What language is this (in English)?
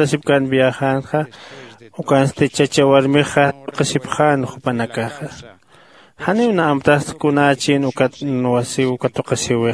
Aymara